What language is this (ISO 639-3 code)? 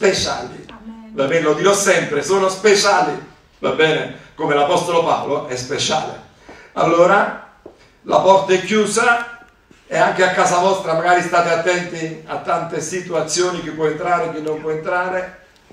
ita